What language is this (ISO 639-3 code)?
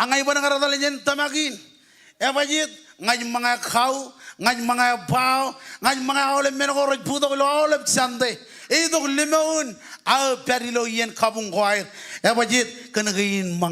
mah